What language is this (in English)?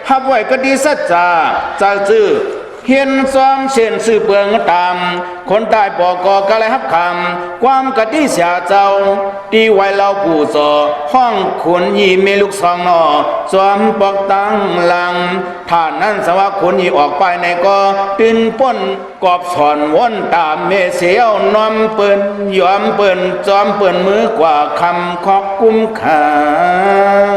Shan